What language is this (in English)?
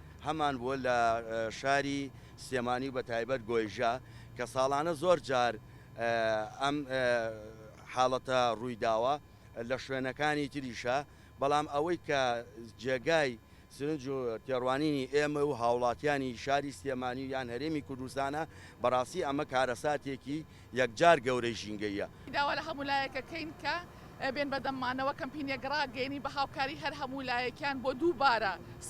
Central Kurdish